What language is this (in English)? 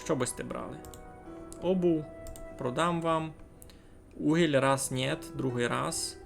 Rusyn